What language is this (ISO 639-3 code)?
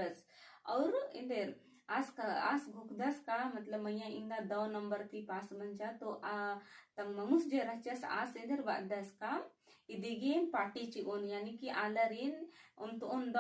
kru